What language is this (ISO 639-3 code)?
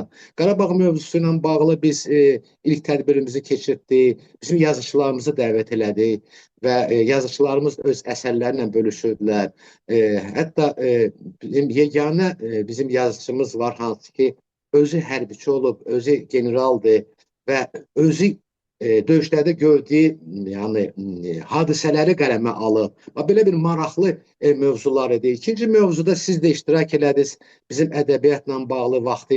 aze